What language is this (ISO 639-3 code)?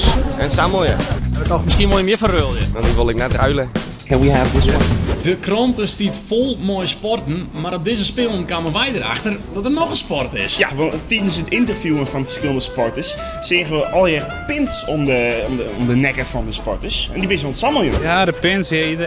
fry